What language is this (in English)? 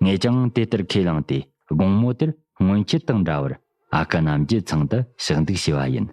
Tibetan